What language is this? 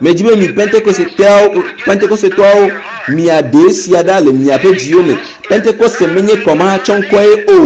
Ewe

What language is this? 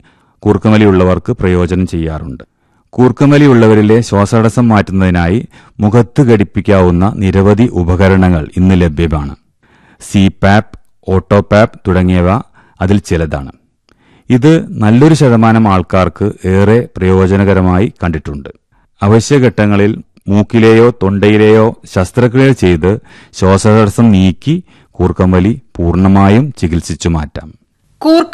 Malayalam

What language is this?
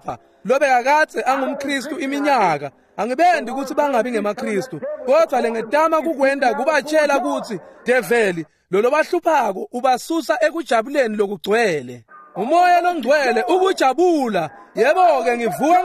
Swati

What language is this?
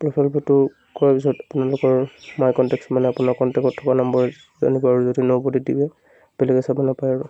Assamese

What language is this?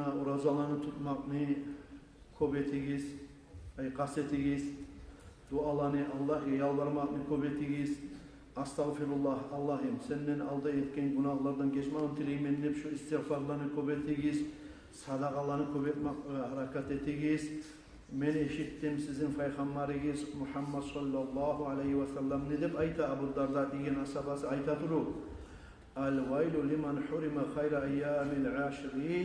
Kumyk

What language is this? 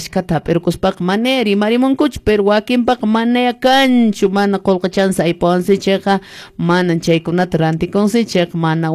Quechua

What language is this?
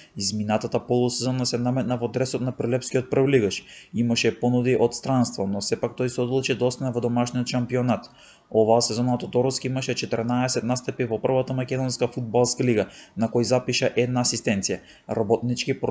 Macedonian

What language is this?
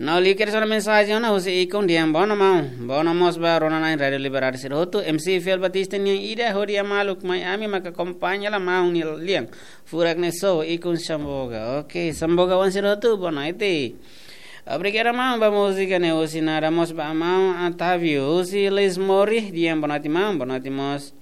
Tetum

